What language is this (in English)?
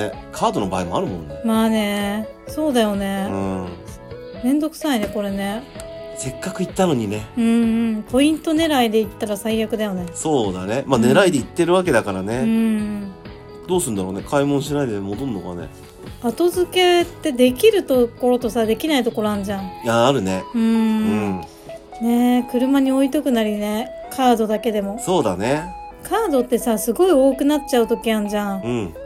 Japanese